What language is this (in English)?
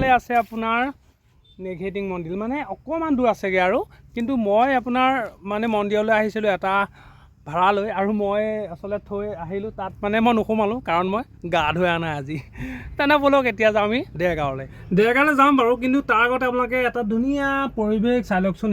Assamese